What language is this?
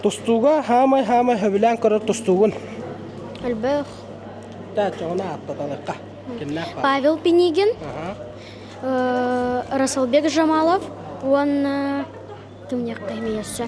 Yakut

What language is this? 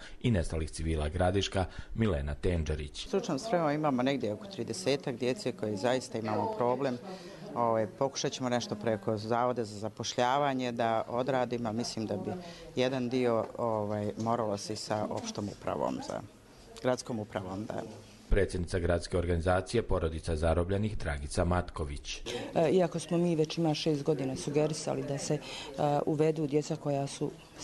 Croatian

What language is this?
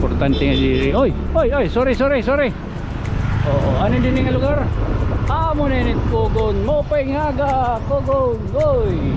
Waray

